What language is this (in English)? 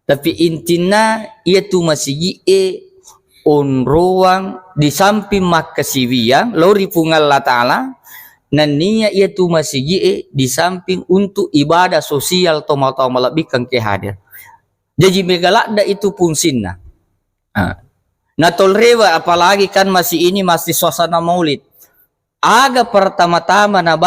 Buginese